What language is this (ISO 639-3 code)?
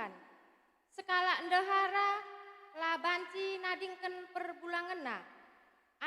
btx